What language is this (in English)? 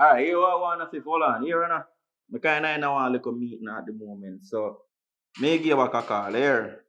Jamaican Creole English